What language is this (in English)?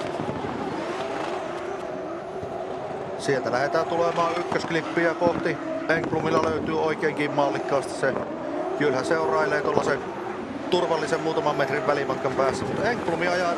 Finnish